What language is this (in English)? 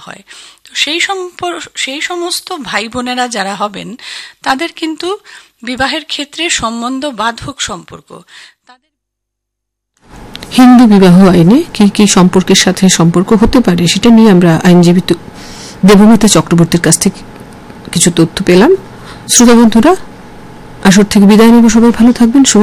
Bangla